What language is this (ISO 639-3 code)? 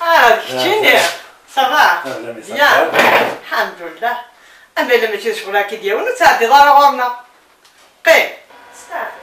kab